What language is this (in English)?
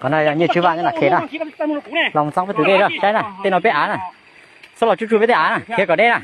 Hmong